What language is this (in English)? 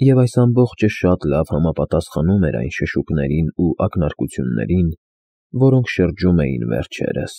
Armenian